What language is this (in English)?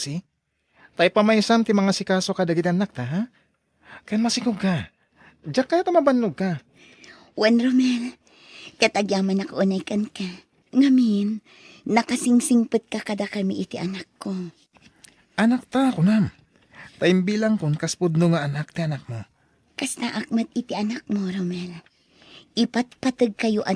Iloko